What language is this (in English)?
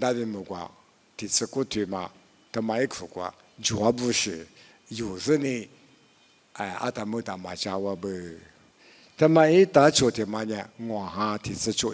Lisu